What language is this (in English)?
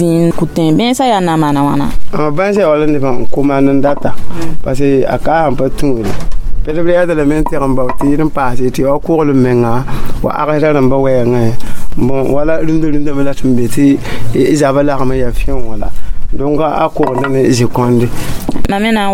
Mossi